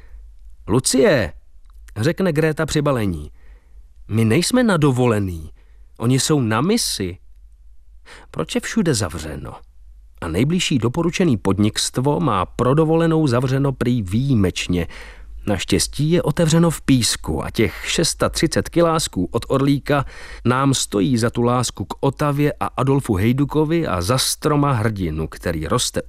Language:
Czech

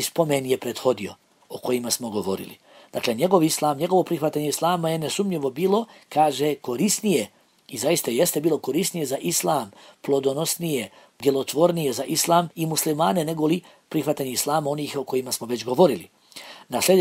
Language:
Bosnian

